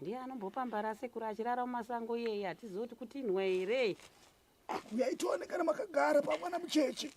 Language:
Shona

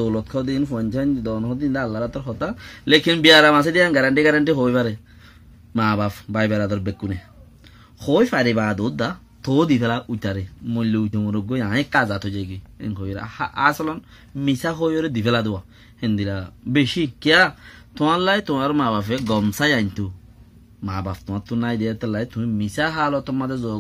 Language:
Rohingya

